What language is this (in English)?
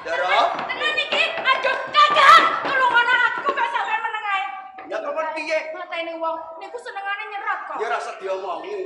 Javanese